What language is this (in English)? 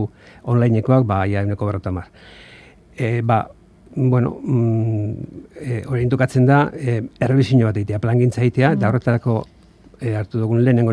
Basque